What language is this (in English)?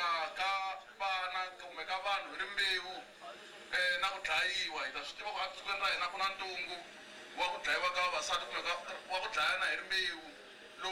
Tsonga